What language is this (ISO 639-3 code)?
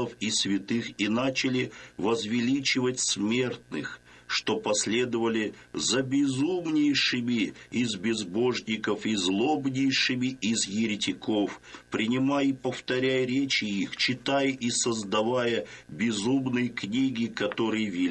rus